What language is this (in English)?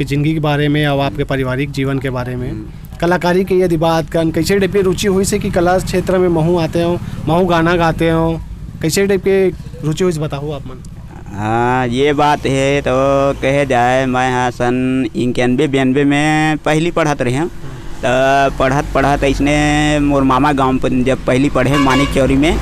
Chhattisgarhi